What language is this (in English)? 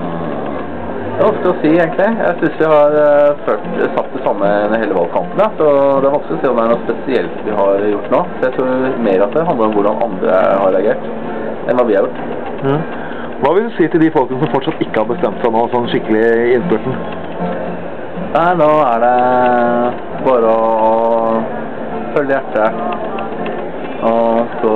Norwegian